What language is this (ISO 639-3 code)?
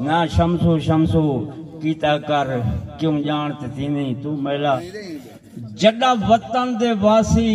skr